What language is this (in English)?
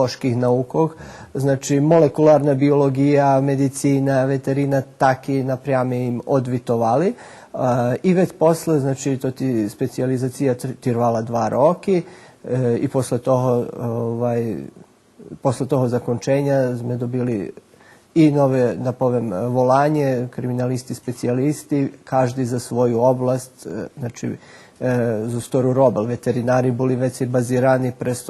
Rusyn